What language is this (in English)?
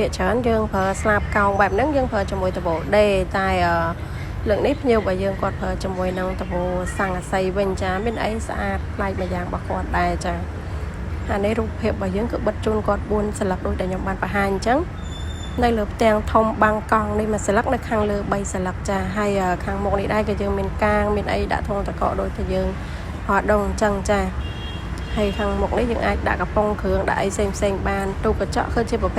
Khmer